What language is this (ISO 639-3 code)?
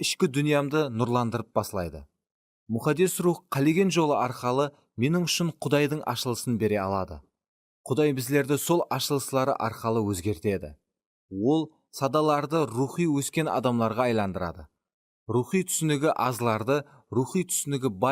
kaa